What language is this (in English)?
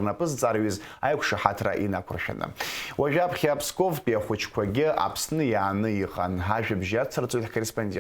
Abkhazian